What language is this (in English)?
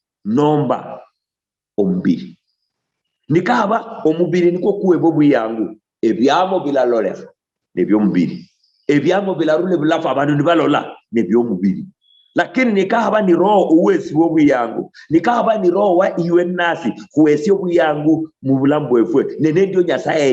Luyia